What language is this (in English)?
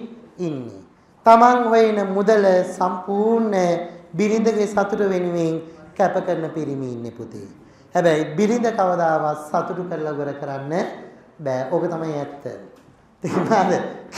Sinhala